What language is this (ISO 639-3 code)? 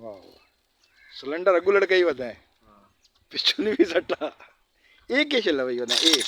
skr